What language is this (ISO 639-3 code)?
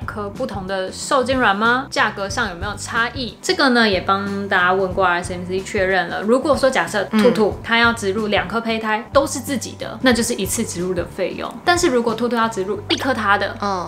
zho